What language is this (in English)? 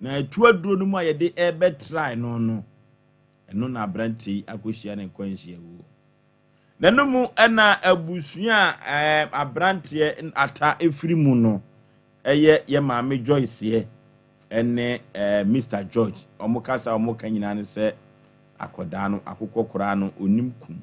Akan